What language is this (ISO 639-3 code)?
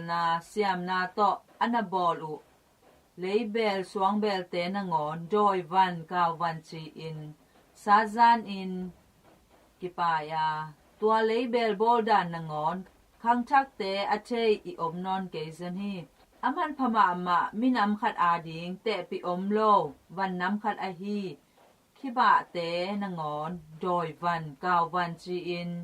ctd